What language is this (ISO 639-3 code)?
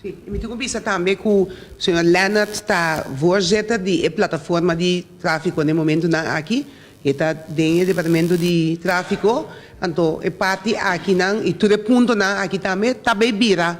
pap